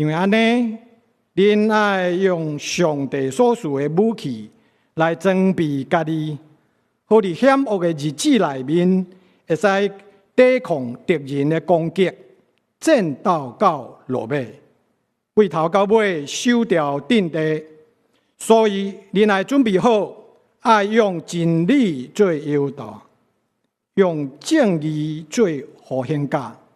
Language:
Min Nan Chinese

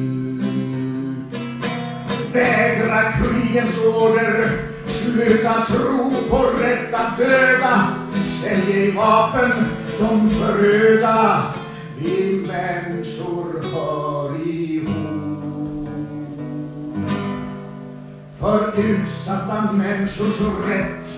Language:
Swedish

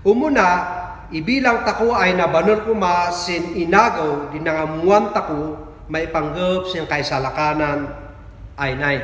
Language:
Kankanaey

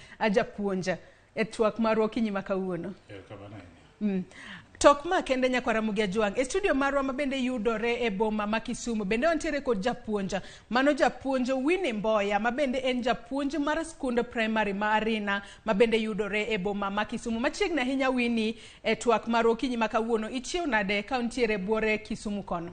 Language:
Luo (Kenya and Tanzania)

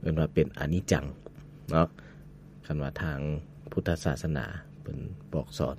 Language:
Lao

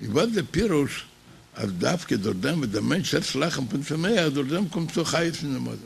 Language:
Yiddish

